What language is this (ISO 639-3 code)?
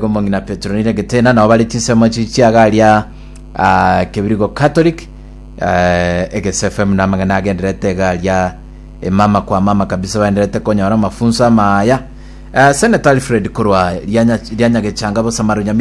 guz